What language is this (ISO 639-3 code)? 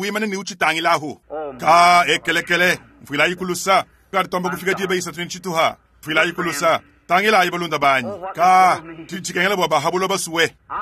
lua